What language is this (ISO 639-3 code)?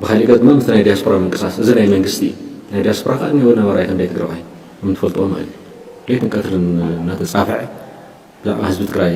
tir